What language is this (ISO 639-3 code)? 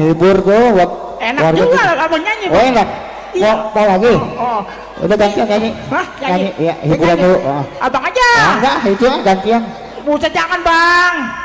bew